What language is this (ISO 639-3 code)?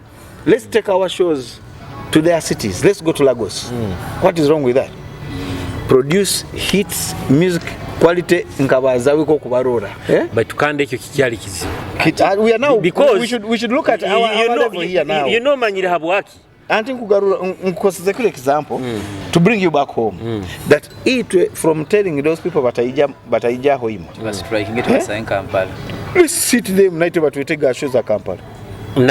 nyo